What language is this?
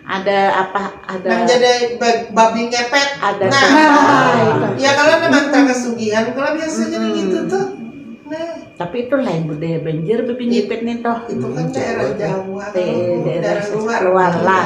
Banjar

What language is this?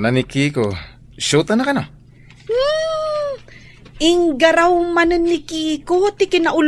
Iloko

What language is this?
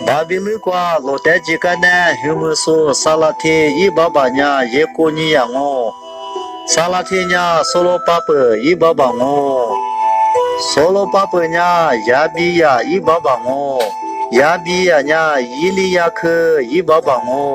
Lisu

